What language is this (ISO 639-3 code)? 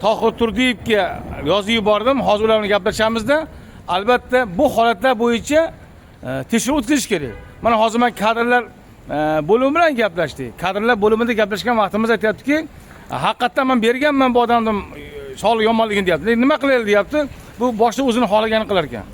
uzb